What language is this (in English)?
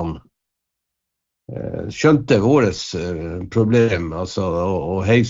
Norwegian